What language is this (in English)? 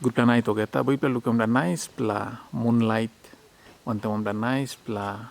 Tok Pisin